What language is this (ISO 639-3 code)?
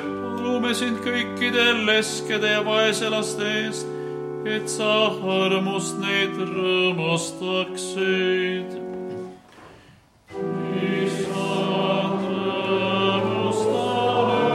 est